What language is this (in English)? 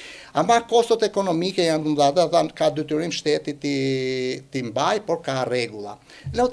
Albanian